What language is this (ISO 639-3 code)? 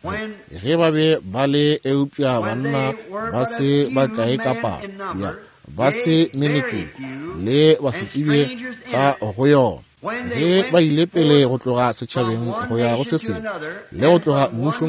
nso